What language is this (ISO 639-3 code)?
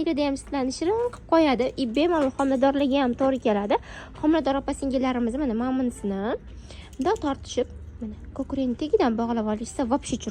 uzb